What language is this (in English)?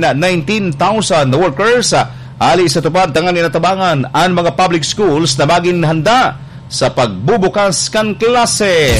Bikol